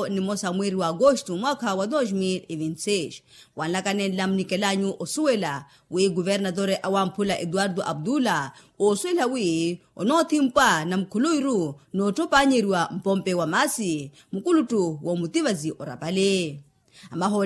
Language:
Makhuwa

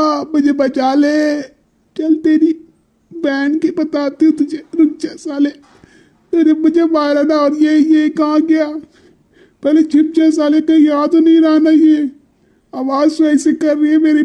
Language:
Hindi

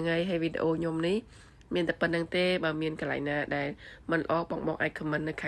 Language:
Khmer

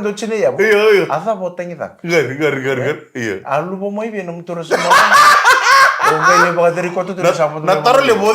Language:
Fijian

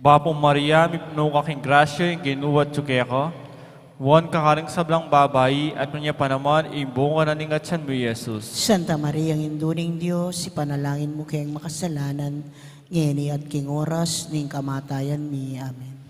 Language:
Pampanga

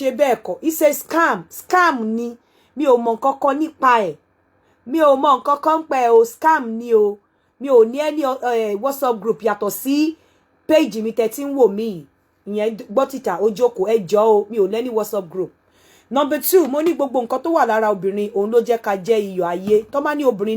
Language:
Yoruba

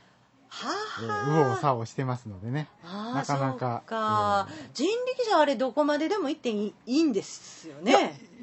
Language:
Japanese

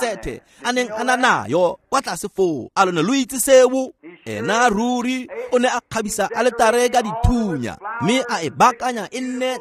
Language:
Tswana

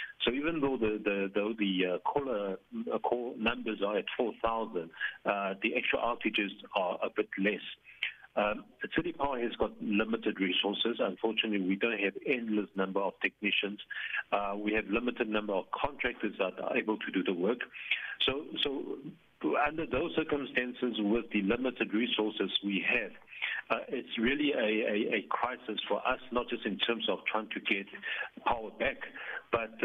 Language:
English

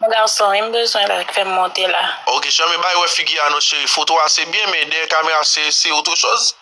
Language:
Haitian Creole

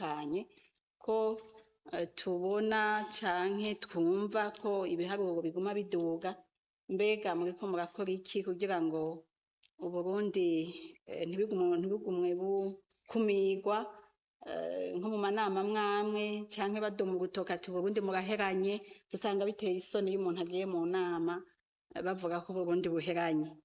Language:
Rundi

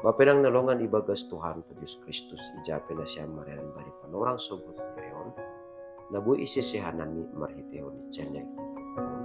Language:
Batak Simalungun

